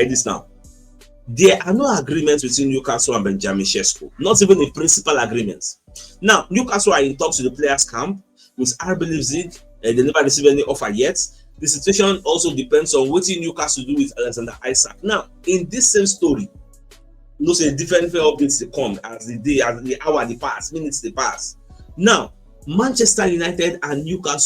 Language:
Nigerian Pidgin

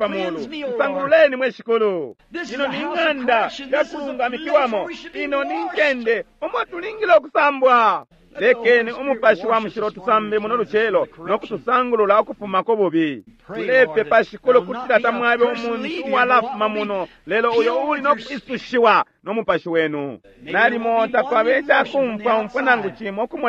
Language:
Bemba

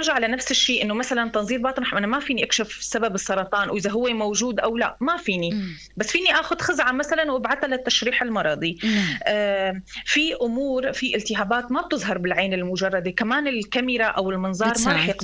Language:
North Levantine Arabic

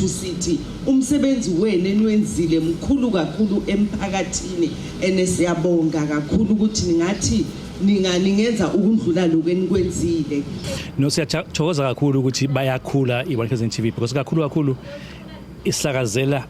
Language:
Zulu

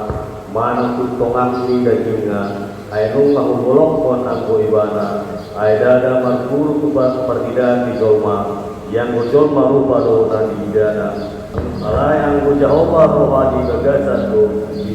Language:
Batak Toba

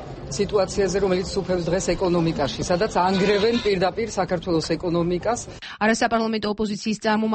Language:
Georgian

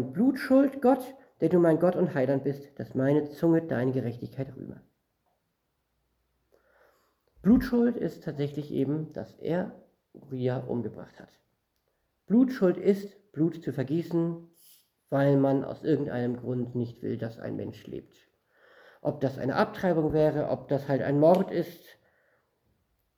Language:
German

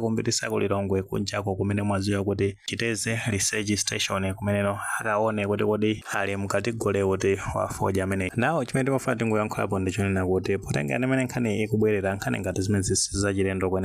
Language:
Nyanja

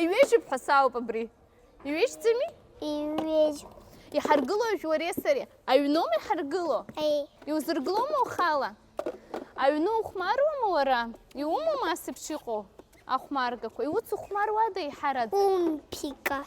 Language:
Abkhazian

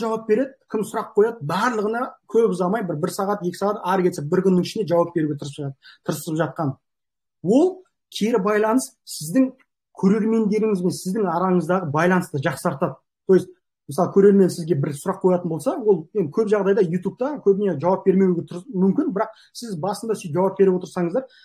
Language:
Kazakh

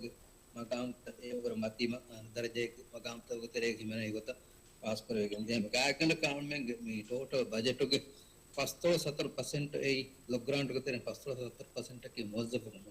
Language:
Divehi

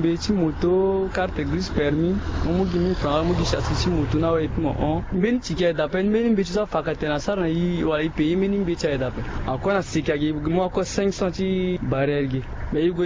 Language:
Sango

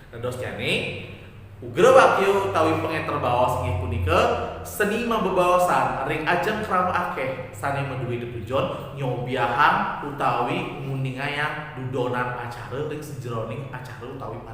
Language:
Balinese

